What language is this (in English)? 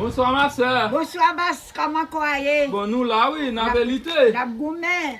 Haitian Creole